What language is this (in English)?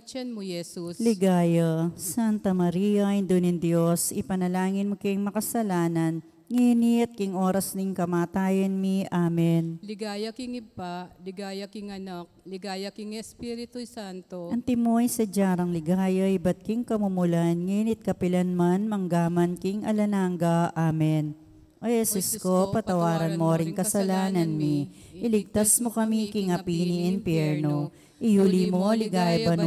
Pampanga